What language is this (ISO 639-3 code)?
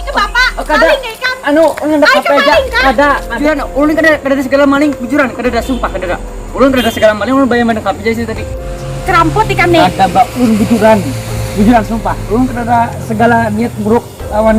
bjn